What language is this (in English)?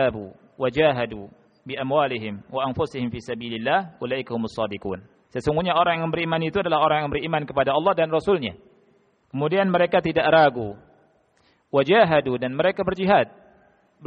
Indonesian